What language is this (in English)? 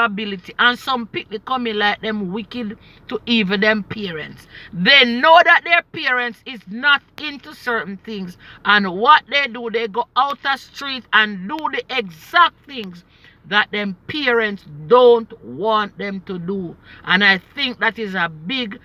Jamaican Creole English